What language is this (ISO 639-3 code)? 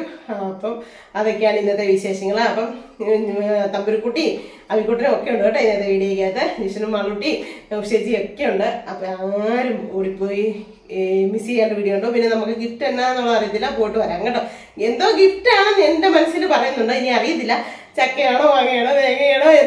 mal